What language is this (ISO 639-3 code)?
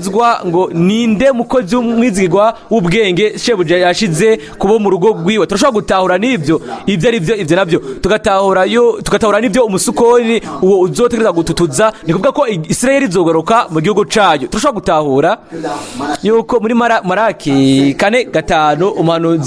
run